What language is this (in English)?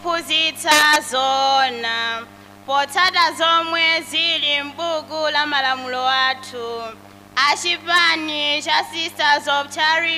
Nyanja